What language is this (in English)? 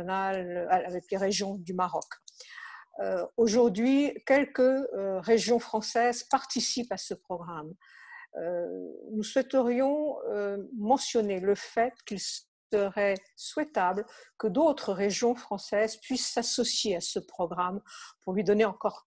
French